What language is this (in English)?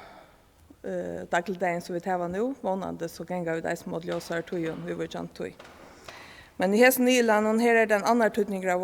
Faroese